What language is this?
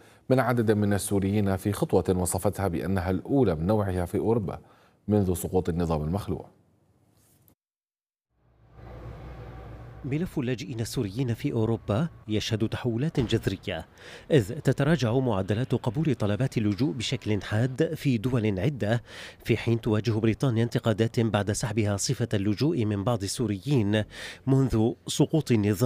Arabic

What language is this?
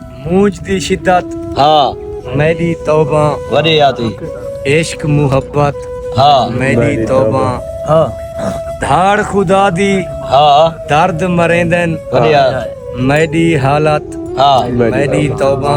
Saraiki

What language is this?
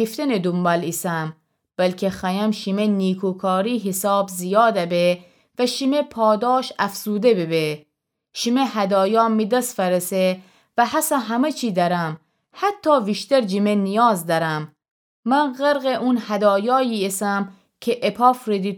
Gilaki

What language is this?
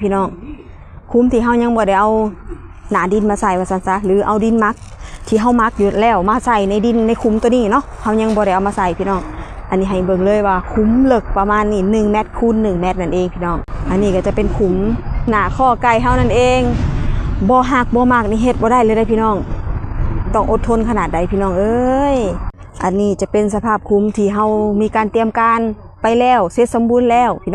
Northeastern Thai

